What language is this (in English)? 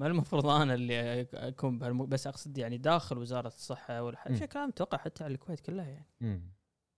Gulf Arabic